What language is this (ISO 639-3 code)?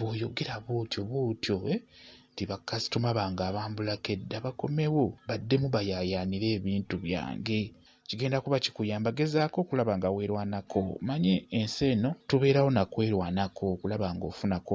lug